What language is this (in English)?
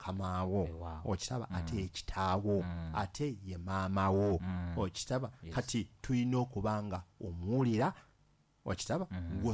Ganda